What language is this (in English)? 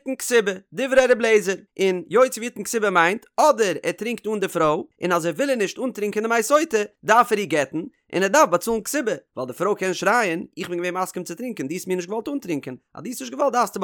Yiddish